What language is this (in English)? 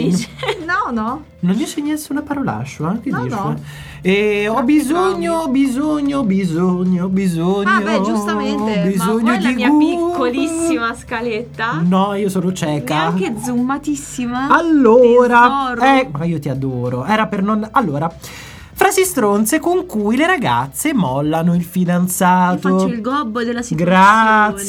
Italian